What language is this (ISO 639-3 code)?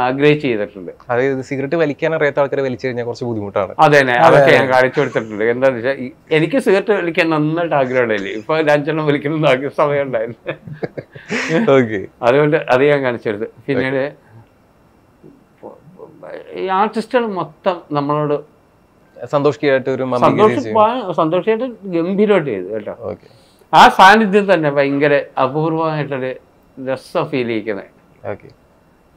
mal